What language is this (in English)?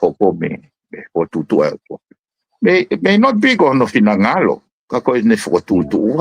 Tongan